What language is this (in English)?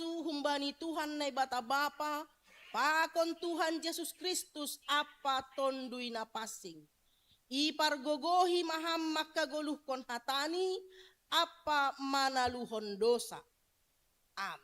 Batak Simalungun